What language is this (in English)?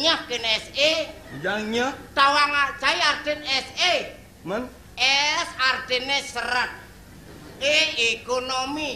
Balinese